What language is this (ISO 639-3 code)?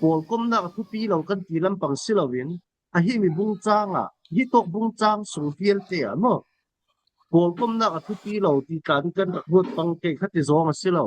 cfm